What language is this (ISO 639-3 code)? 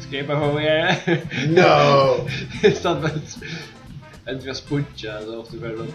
fao